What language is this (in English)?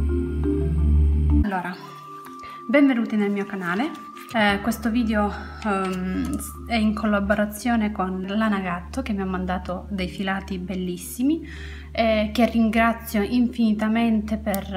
Italian